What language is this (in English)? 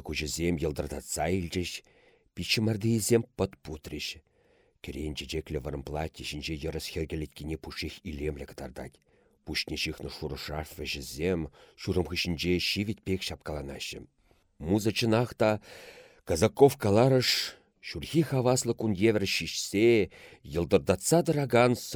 Chuvash